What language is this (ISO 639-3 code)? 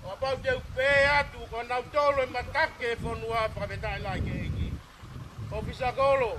ton